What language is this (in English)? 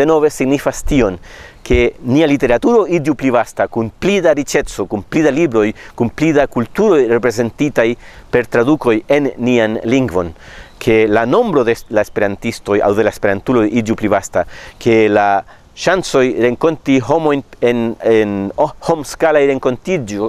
Esperanto